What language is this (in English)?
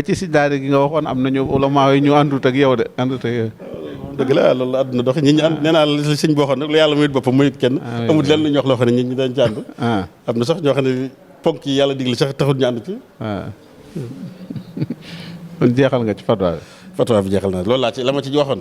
Wolof